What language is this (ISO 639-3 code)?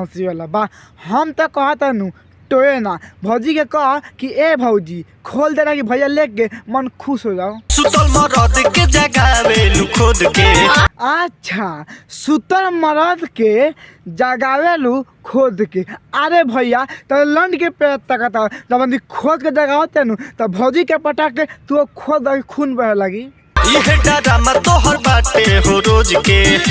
bho